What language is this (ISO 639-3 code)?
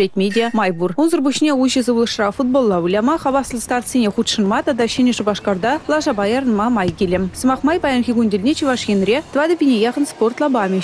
chv